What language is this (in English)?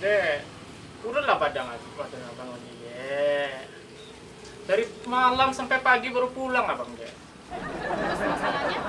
Minangkabau